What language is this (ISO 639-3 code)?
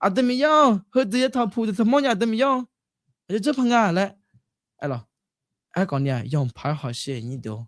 ahk